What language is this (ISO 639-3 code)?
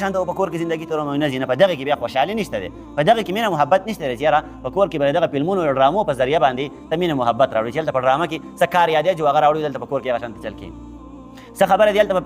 pus